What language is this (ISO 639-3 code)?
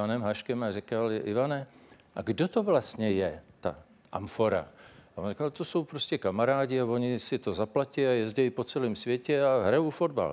ces